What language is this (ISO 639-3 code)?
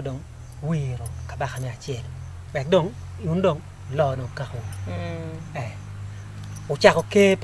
ach